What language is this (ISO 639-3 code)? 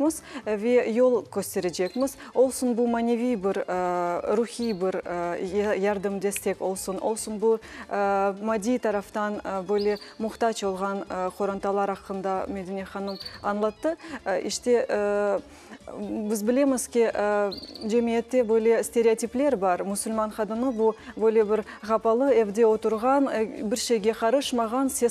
crh